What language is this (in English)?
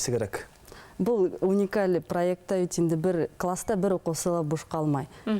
Bashkir